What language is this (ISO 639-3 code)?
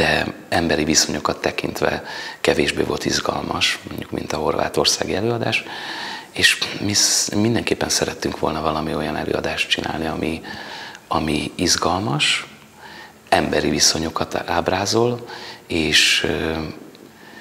hun